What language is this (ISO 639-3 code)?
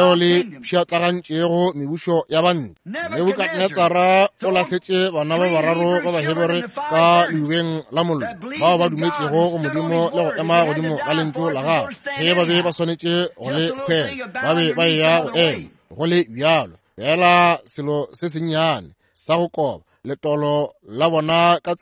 nso